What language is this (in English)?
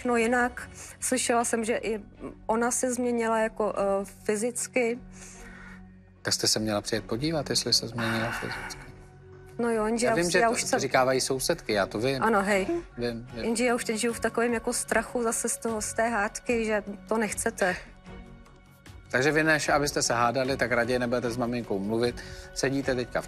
Czech